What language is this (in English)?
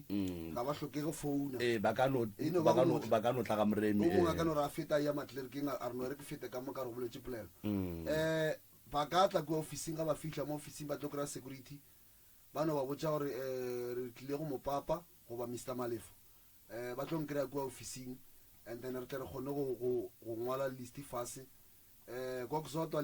Northern Sotho